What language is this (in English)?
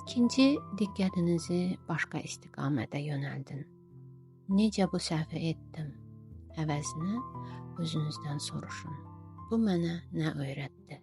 Azerbaijani